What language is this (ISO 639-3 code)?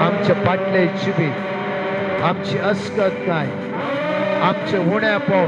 kok